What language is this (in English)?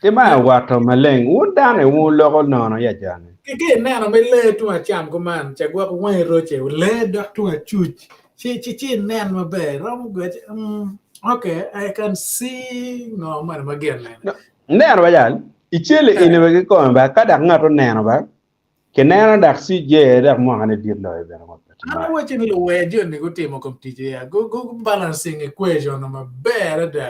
Acoli